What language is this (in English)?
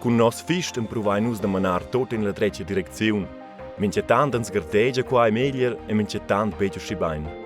Romansh